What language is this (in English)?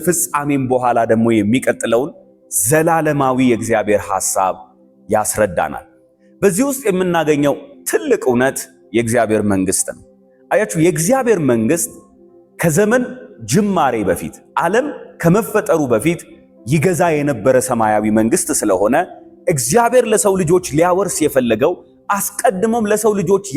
Amharic